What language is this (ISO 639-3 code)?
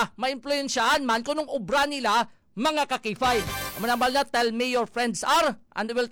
hil